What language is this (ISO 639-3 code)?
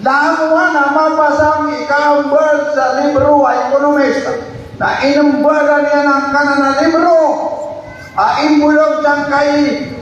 mrw